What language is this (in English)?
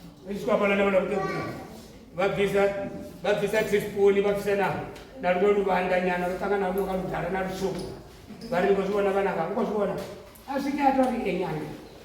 Venda